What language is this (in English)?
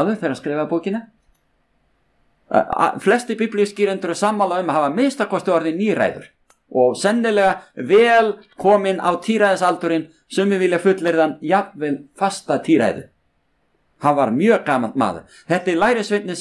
Icelandic